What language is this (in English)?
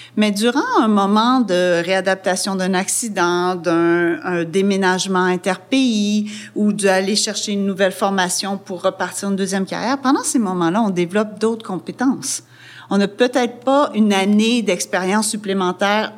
French